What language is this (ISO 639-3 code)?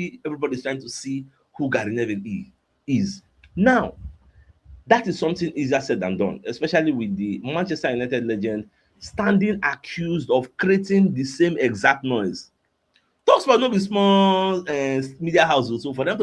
pcm